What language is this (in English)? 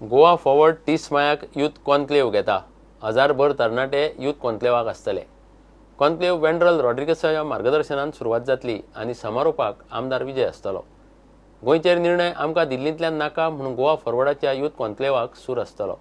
Konkani